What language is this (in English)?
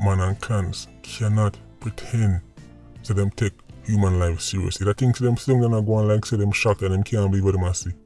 Jamaican Creole English